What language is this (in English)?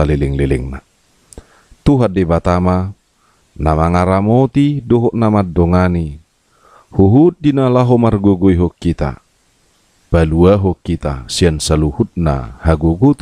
Batak Toba